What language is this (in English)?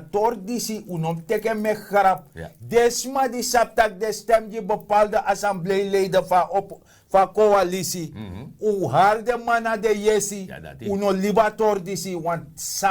Sranan Tongo